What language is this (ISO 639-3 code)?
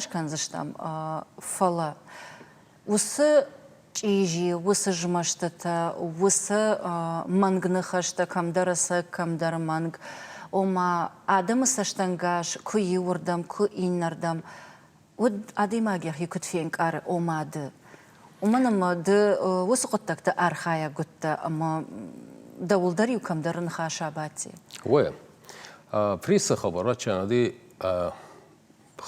oss